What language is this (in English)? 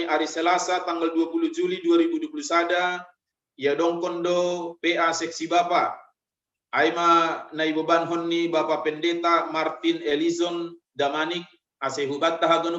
Batak Simalungun